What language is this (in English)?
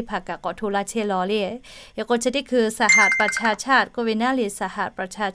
Lahu